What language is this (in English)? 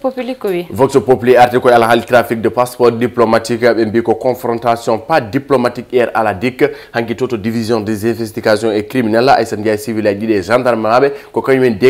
Fula